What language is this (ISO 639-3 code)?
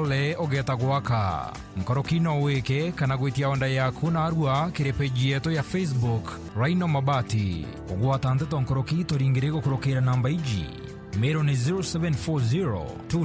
mer